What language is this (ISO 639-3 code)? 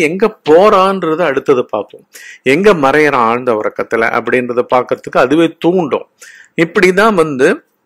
tam